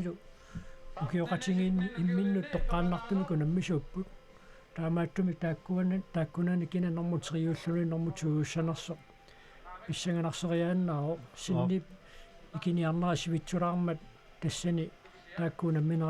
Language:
Kalaallisut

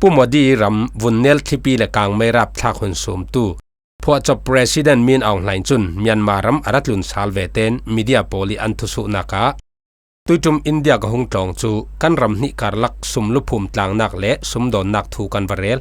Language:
Falam Chin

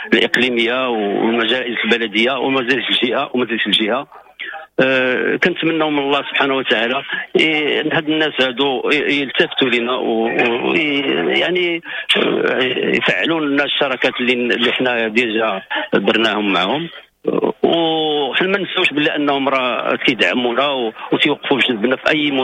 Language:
Moroccan Arabic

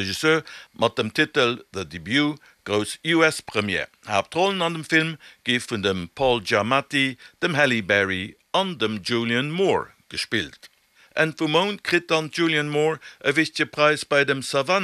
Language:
Luxembourgish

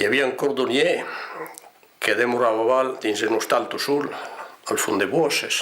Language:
Occitan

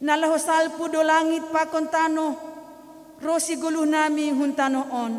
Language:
Batak Simalungun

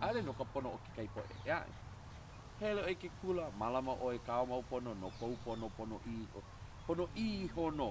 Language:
Hawaiian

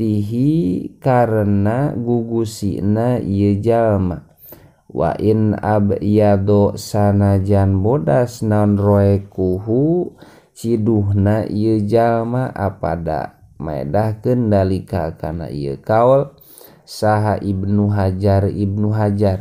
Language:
Sundanese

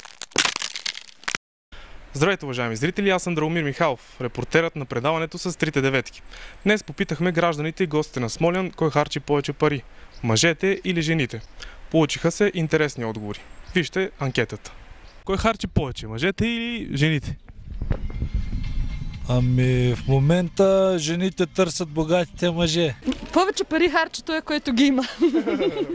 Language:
Bulgarian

